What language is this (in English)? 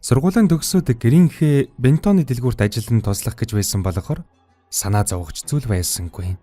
Mongolian